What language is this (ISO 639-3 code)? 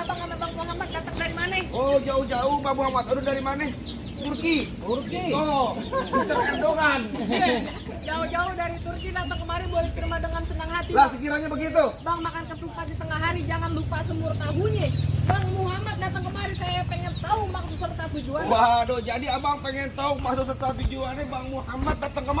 bew